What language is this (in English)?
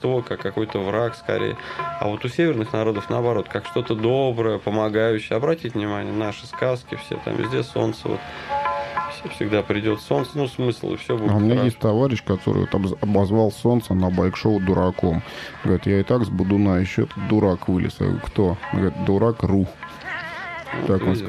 Russian